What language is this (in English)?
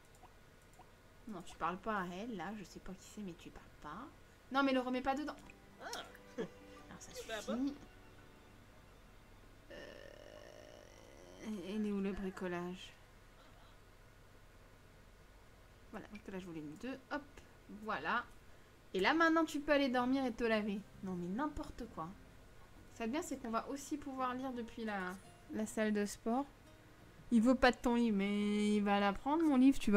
French